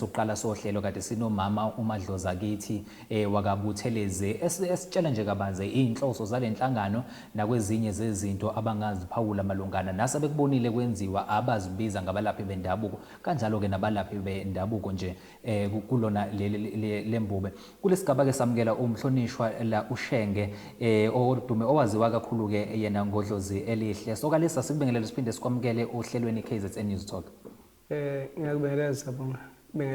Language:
Zulu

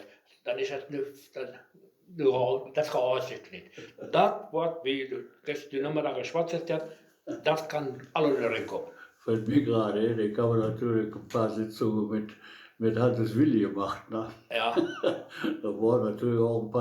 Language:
Westphalien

